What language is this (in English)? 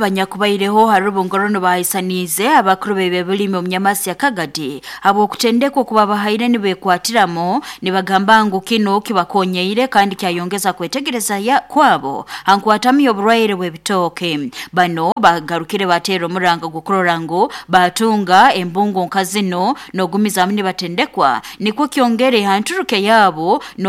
Nyoro